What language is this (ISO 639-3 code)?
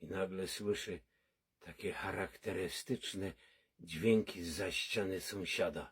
szl